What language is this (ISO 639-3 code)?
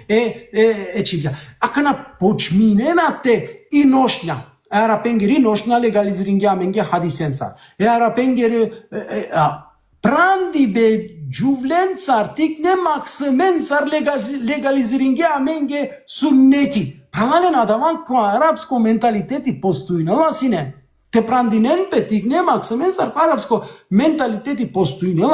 rmn